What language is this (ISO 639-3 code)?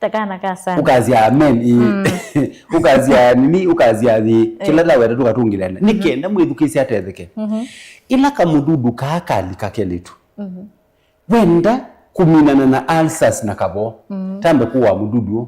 kam